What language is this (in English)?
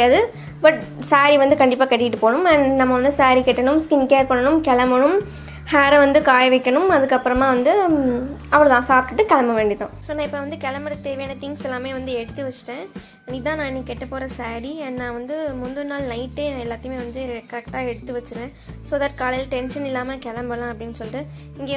Tamil